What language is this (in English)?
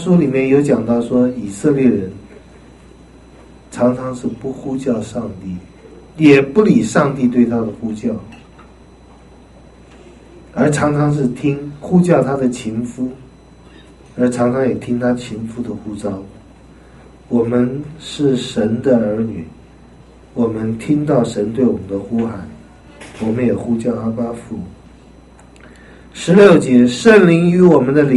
Chinese